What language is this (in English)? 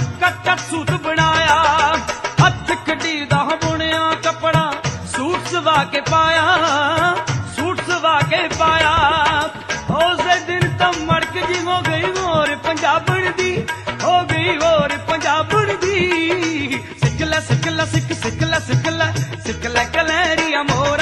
Punjabi